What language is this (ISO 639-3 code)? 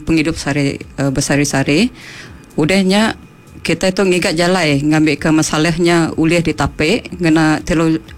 iba